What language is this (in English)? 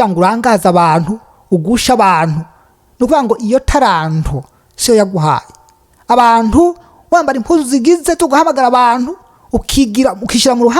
Rundi